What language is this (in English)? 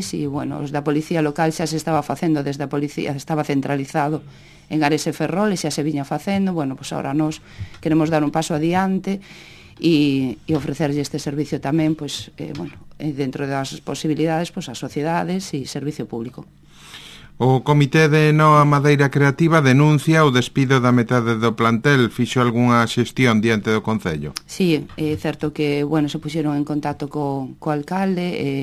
Galician